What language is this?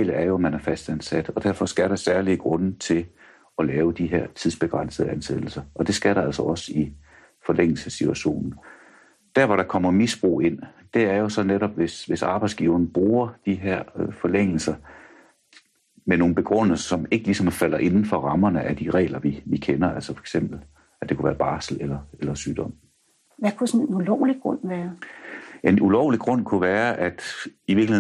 Danish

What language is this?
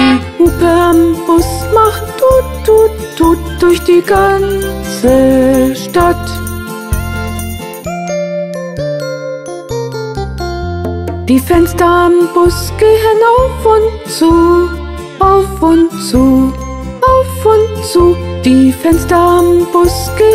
German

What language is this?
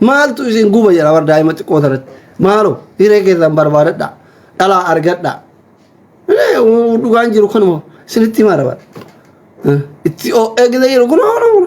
Oromo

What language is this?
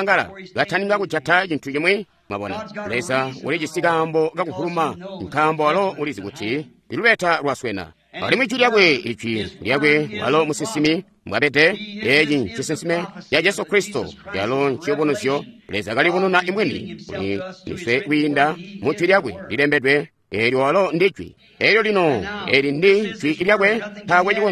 Tonga (Zambia)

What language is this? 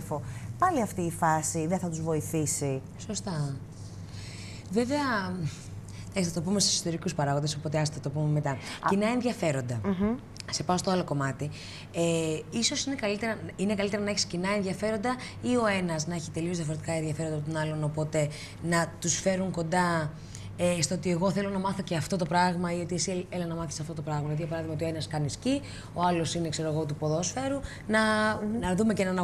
Greek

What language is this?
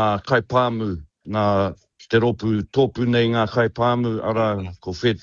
Māori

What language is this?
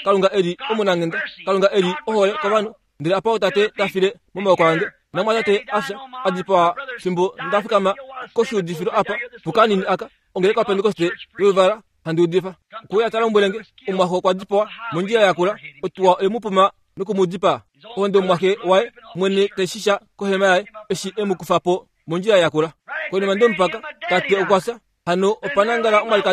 Kuanyama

